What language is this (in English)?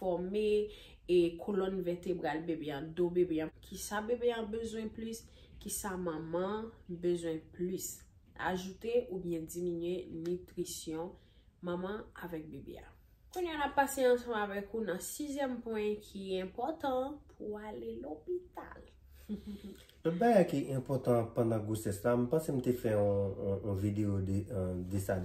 Haitian Creole